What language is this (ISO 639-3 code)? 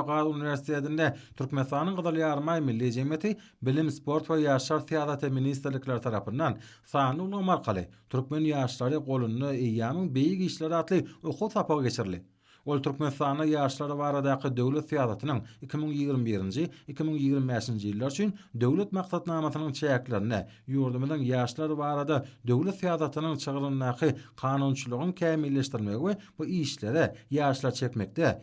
tuk